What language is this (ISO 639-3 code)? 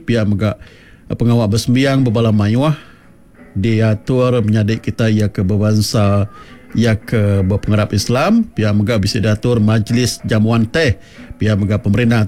iba